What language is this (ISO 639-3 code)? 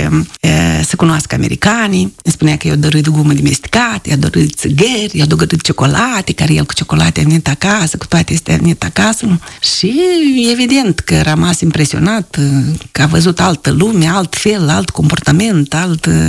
ron